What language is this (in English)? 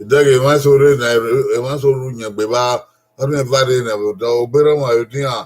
Bini